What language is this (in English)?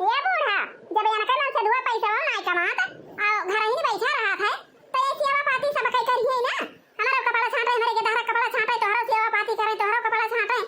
Awadhi